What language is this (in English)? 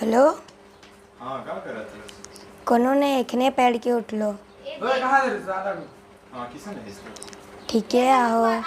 Sadri